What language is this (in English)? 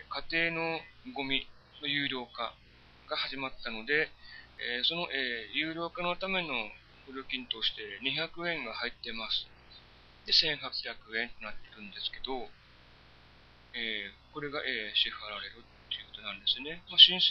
Japanese